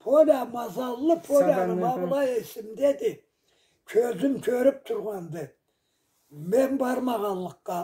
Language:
Karachay-Balkar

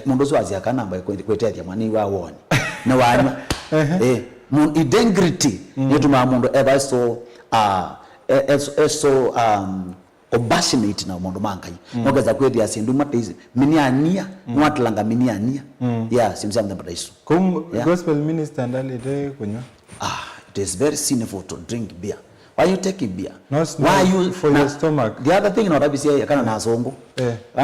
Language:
Kamba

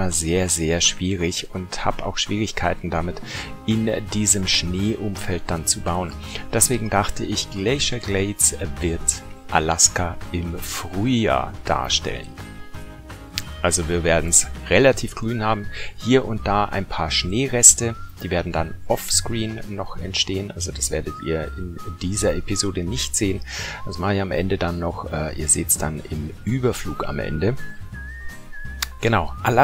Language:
German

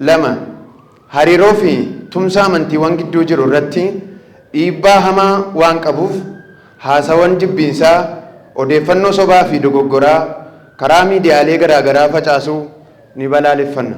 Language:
Oromo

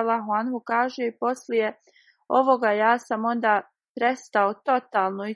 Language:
Bosnian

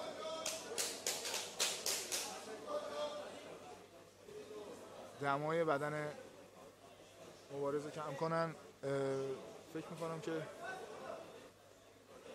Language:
Persian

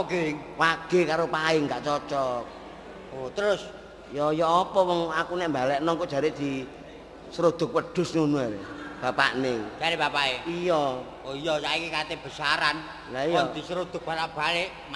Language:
Javanese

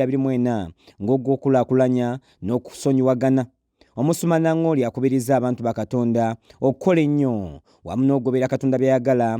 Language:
Ganda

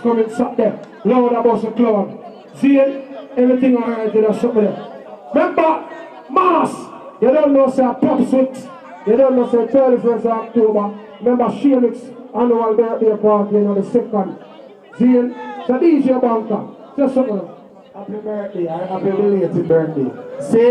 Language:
Jamaican Creole English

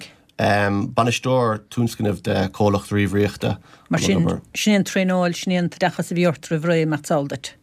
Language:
Irish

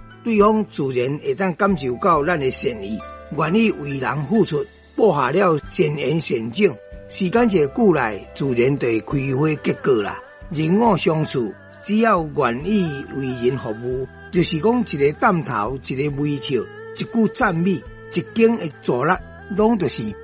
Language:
Min Nan Chinese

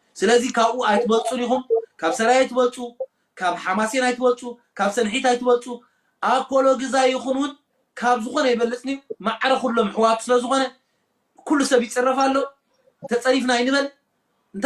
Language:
Tigrinya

